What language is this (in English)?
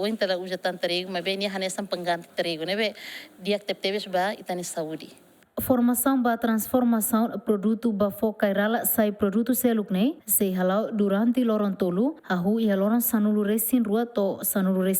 Tetum